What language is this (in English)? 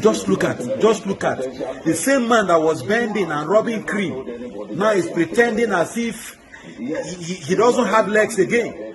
Nigerian Pidgin